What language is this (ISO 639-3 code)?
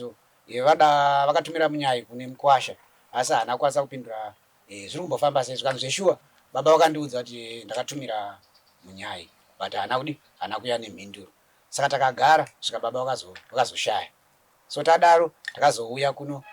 sna